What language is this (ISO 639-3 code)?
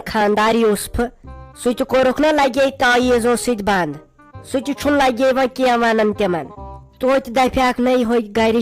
kas